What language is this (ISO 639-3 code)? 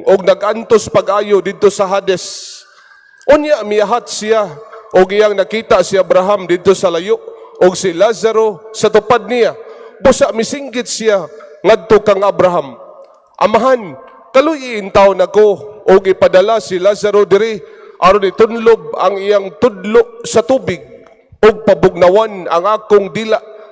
ceb